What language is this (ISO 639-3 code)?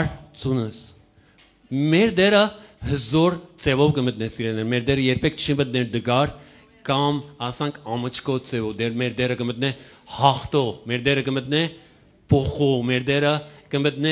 hyw